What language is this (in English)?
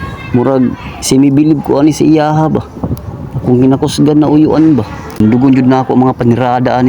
Cebuano